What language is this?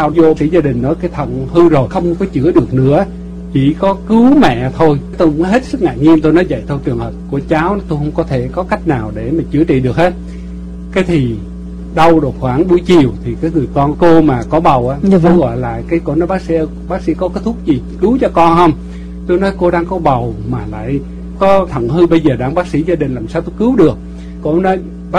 Vietnamese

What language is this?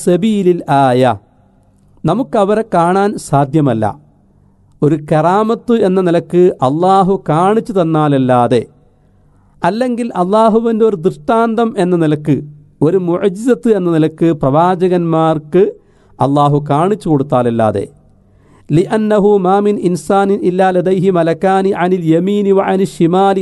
Malayalam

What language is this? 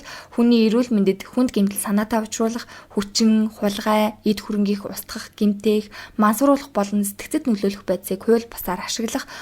Mongolian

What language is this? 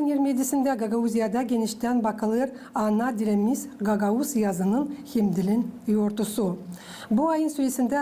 Gagauz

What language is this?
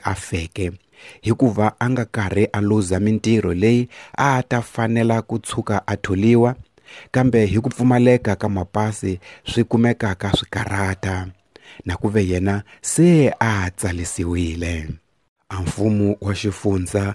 Tsonga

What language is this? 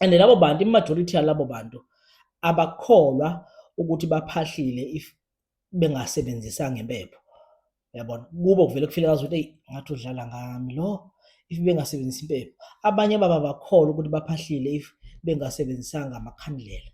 Zulu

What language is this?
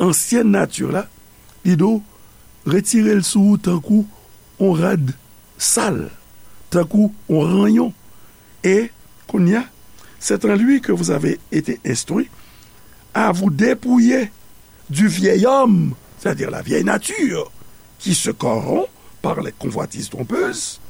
Haitian Creole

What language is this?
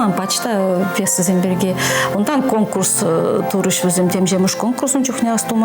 Chuvash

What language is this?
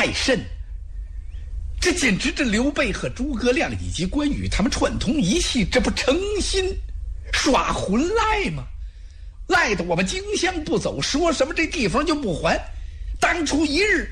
Chinese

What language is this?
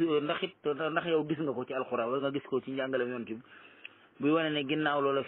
Wolof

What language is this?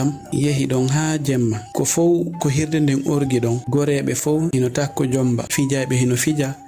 Fula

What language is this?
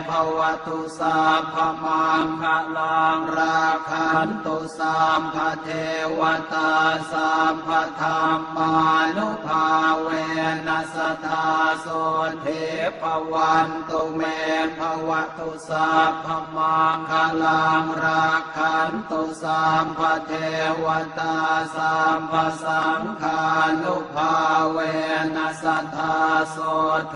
Pali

